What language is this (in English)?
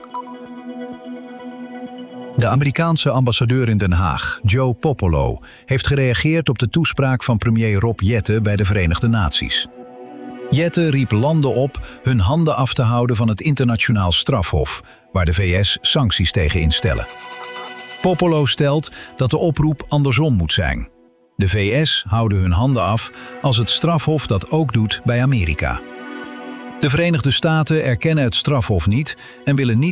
Dutch